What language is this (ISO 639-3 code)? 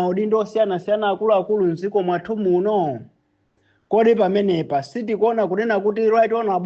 nya